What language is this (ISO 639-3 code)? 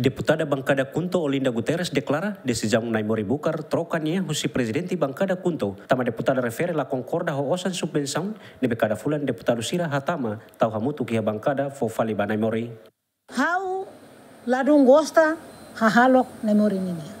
tet